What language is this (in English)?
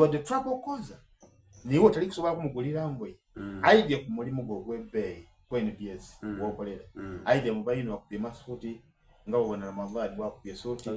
Soga